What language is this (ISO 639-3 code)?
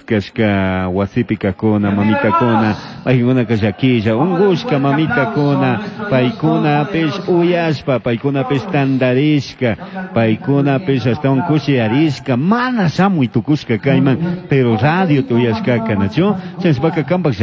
qug